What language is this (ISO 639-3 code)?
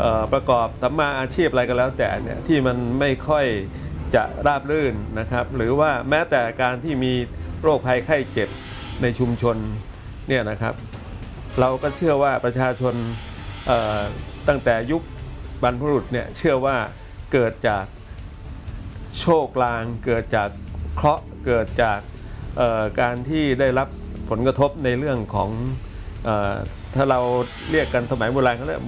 tha